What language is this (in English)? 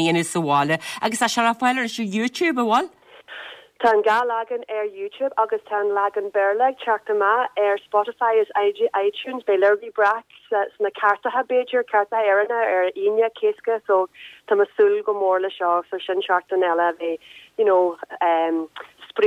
Irish